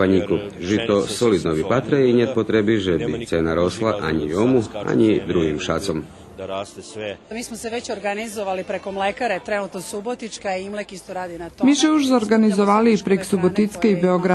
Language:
Rusyn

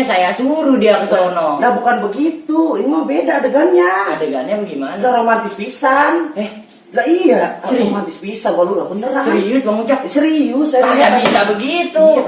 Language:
Betawi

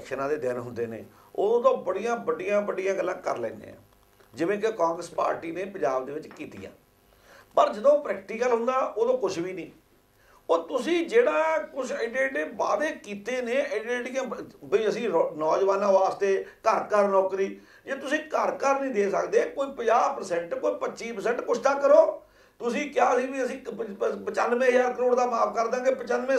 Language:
Punjabi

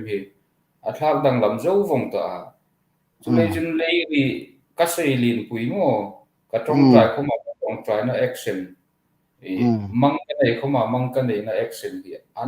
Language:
Hmar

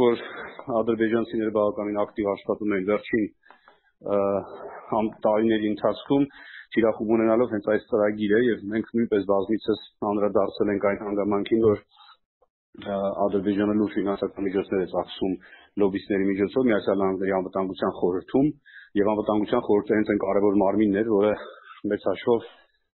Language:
Armenian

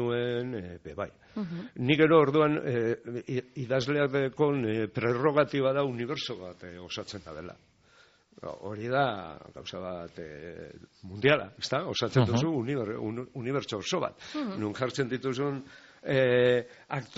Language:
Basque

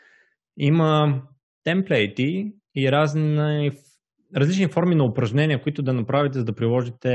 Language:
Bulgarian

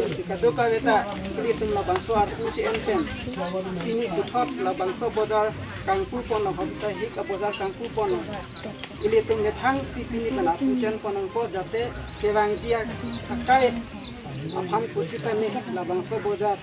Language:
Karbi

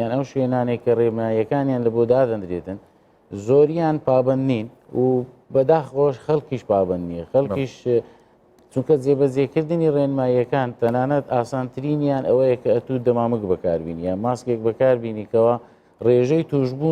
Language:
Central Kurdish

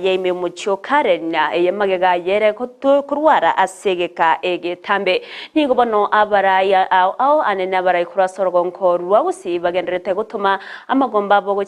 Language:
Gusii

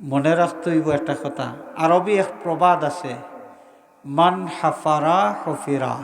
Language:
Sylheti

